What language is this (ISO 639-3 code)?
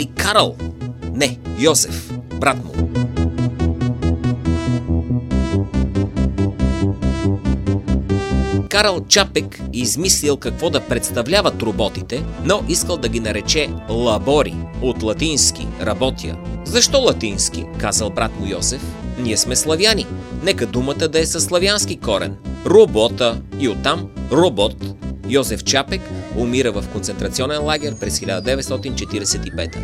bul